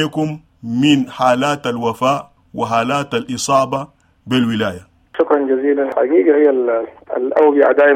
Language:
Sudanese Arabic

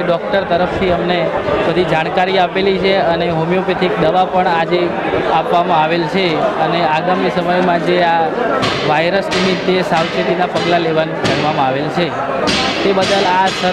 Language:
Gujarati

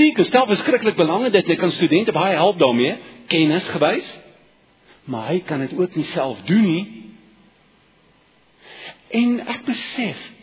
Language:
Afrikaans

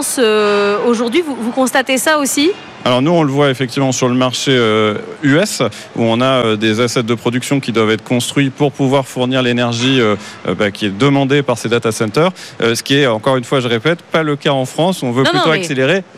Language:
French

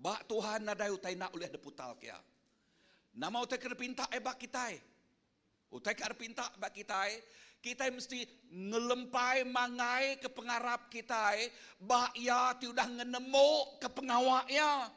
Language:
Iban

